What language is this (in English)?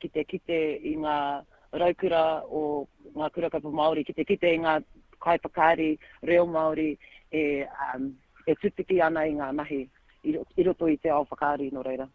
Māori